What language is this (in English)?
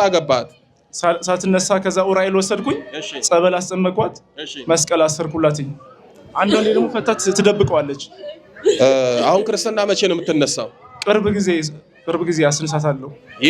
Amharic